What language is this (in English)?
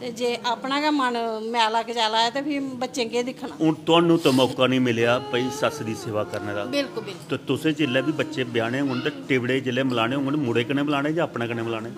Dogri